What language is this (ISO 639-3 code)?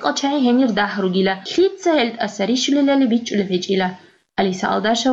ava